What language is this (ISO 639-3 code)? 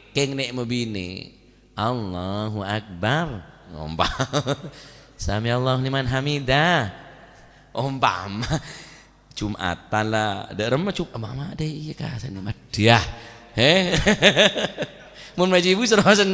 mad